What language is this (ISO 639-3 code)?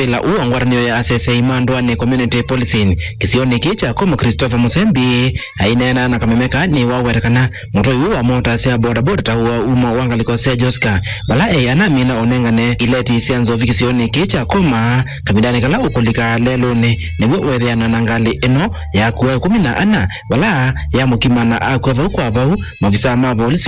kam